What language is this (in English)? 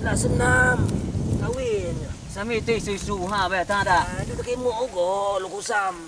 Minangkabau